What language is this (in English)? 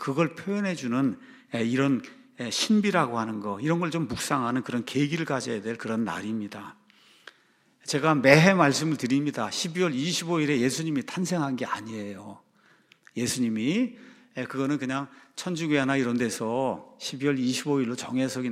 Korean